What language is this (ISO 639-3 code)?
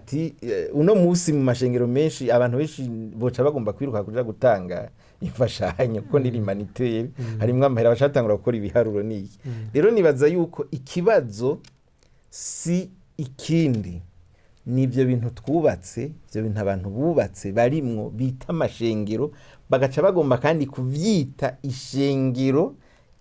run